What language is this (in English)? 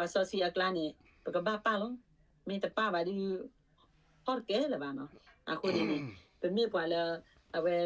S'gaw Karen